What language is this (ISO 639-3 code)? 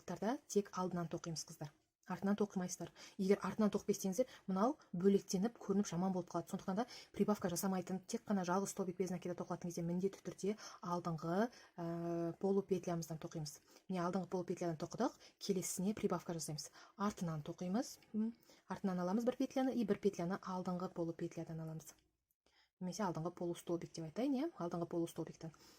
kaz